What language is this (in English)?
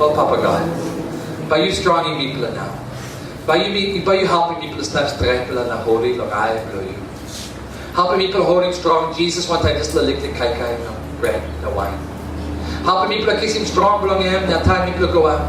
Tok Pisin